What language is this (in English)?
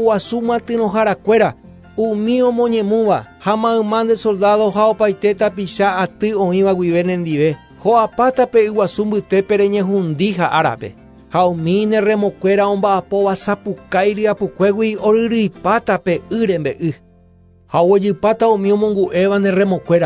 Guarani